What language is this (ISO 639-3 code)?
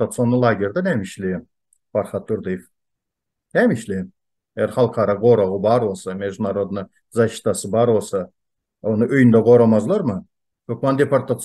tuk